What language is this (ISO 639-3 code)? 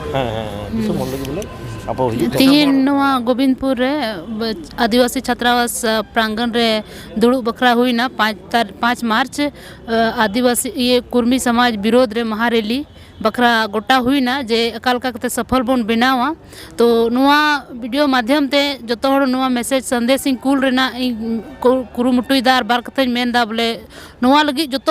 sat